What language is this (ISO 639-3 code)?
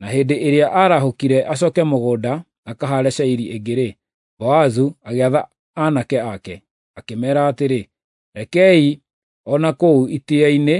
kik